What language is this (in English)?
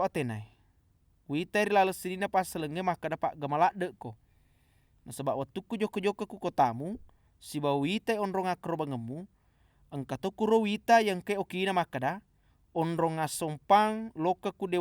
Buginese